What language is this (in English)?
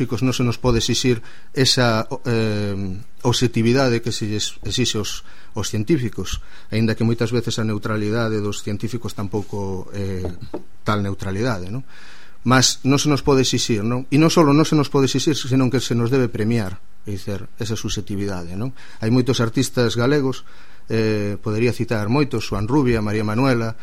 Galician